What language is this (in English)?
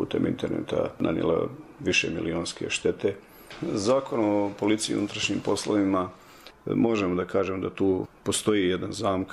Bosnian